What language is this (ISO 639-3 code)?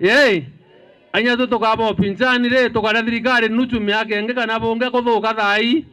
mer